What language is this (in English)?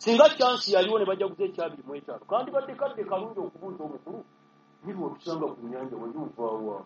Ganda